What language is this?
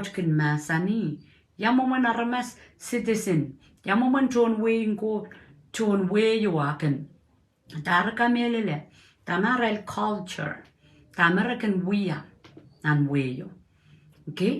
Pohnpeian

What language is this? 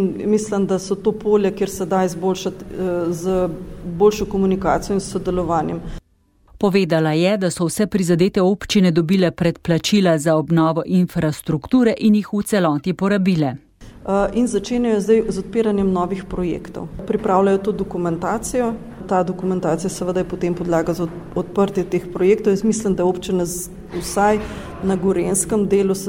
Slovenian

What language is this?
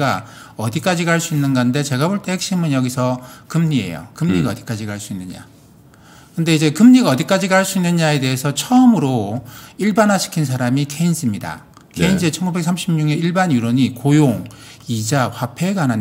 Korean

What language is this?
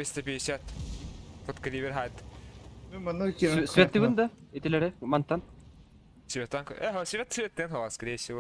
Yakut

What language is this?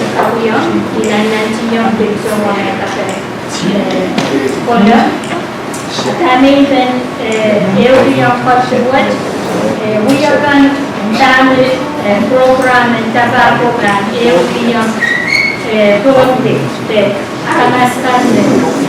Pohnpeian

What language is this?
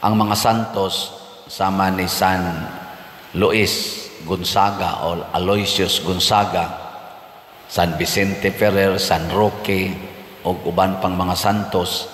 Cebuano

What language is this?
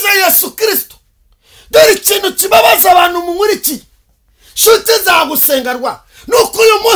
Kinyarwanda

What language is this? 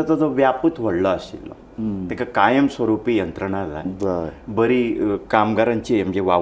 Konkani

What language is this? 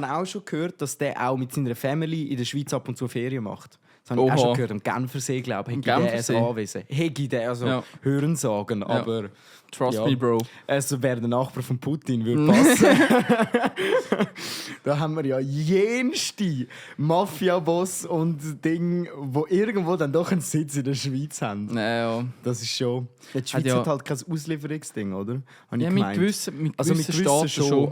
Swiss German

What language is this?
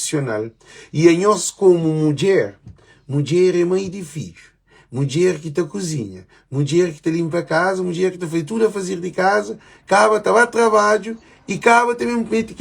Kabuverdianu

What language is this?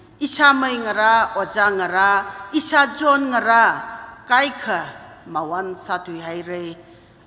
Tangkhul Naga (India)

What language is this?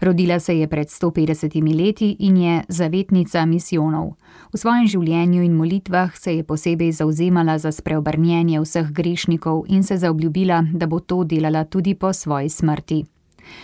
Slovenian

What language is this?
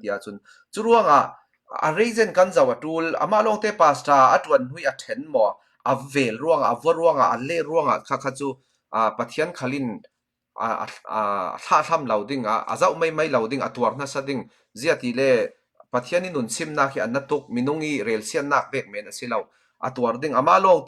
Falam Chin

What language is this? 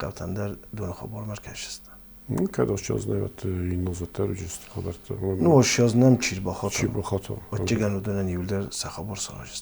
Ossetic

